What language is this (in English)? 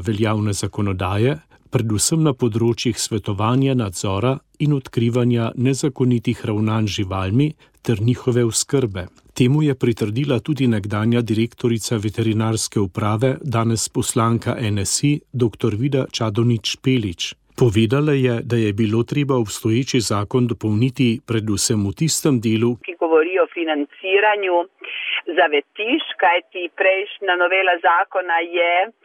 Slovenian